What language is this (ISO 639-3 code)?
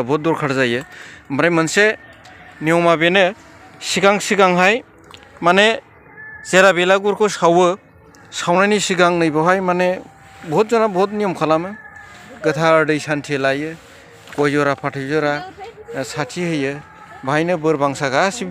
brx